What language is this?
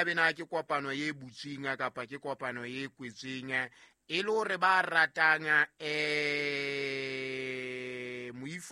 Southern Sotho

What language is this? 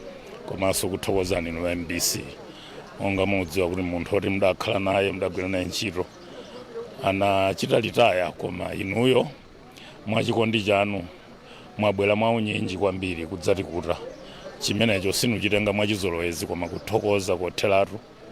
Nyanja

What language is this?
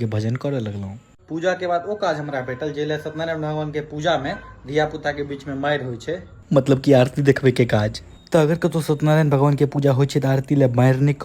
Maithili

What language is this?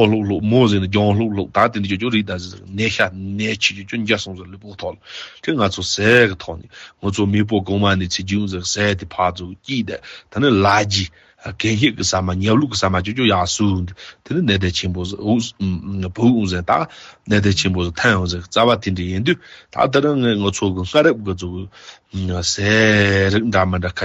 Tibetan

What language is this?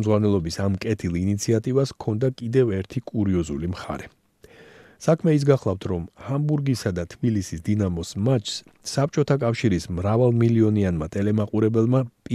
Georgian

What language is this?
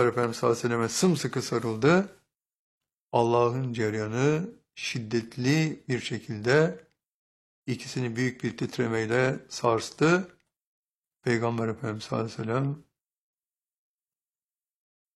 Turkish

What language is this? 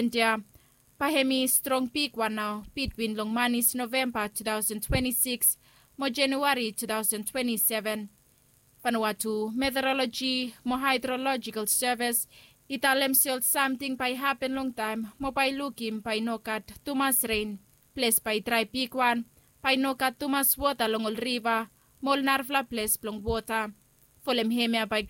Bislama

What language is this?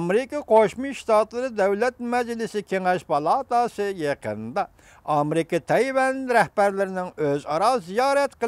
Uyghur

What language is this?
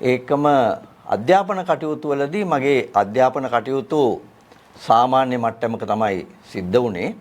Sinhala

